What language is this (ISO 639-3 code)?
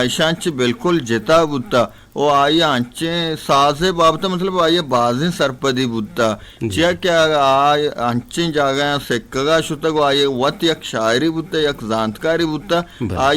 bgp